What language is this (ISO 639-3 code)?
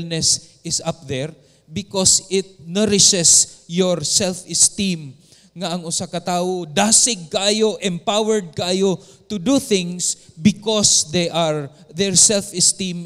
ceb